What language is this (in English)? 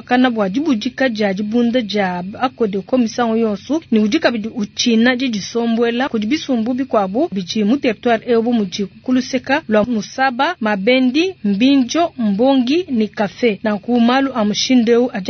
Luba-Lulua